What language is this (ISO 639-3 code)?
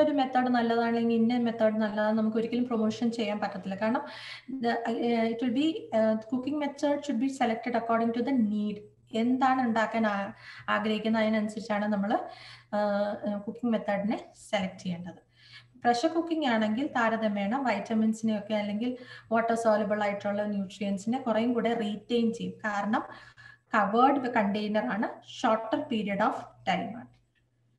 mal